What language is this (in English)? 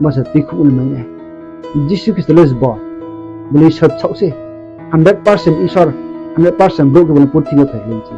Riang (India)